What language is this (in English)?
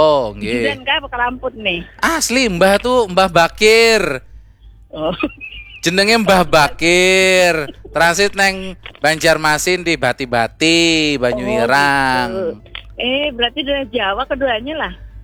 Banjar